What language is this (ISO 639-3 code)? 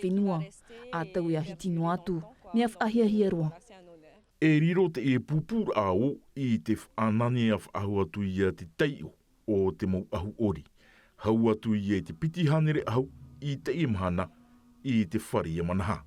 tah